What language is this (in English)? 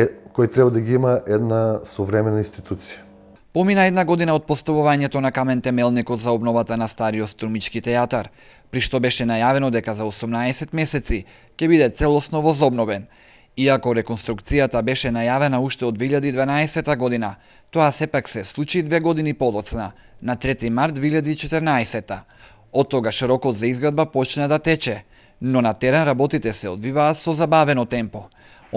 Macedonian